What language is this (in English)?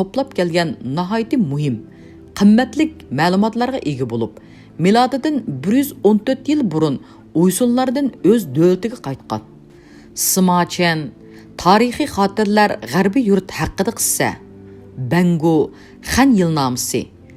Uyghur